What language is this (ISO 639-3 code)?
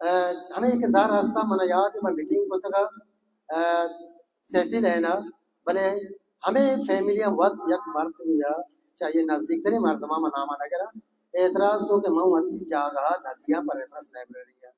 bal